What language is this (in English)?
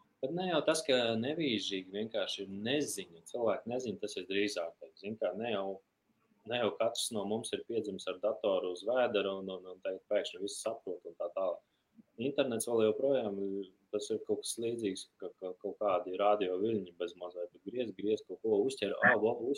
Latvian